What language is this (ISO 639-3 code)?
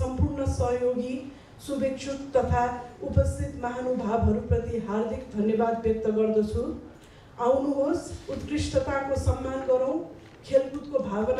nep